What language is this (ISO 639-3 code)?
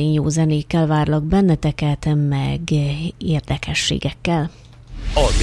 hun